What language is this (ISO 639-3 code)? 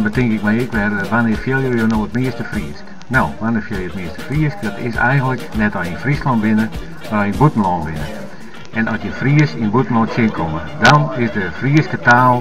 fry